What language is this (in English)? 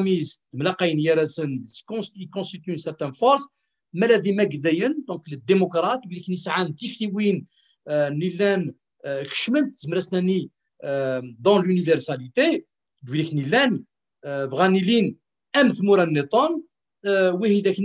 Kabyle